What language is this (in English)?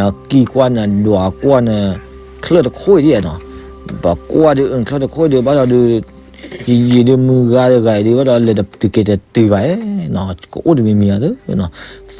S'gaw Karen